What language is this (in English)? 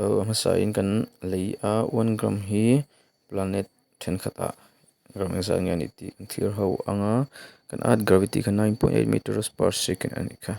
Mizo